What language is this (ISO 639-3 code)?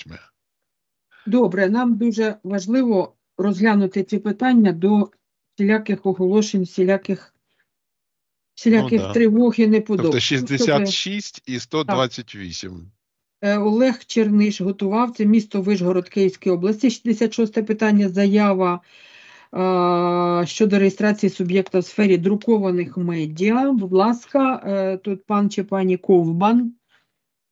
ukr